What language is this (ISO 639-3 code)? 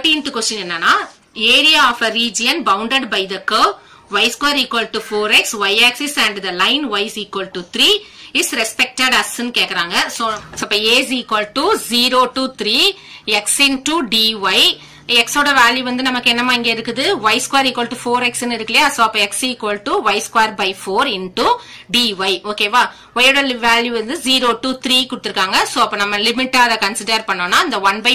tam